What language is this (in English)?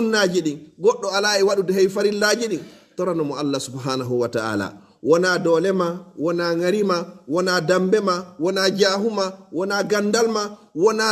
Fula